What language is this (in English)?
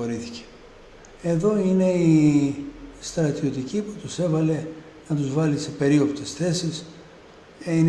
Greek